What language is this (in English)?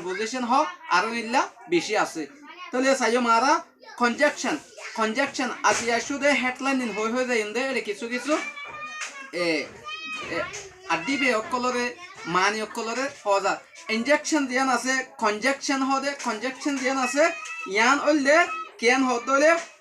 Rohingya